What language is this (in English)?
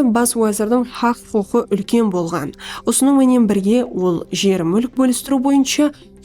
Kara-Kalpak